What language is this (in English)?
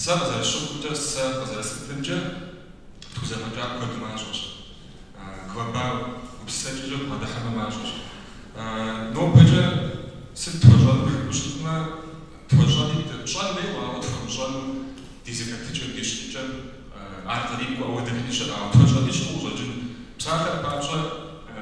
Kabardian